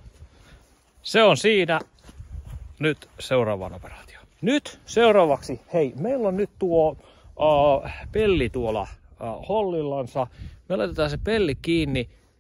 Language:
Finnish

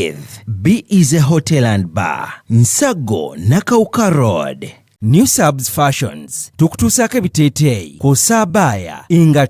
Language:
Ganda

